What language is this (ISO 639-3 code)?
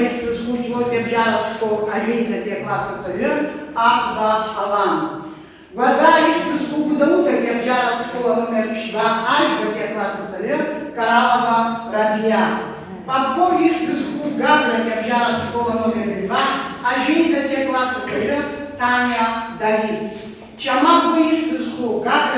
abk